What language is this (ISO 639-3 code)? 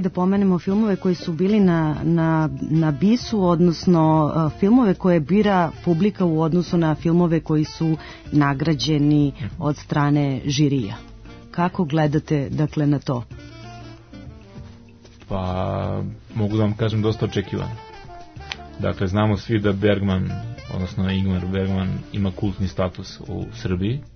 srp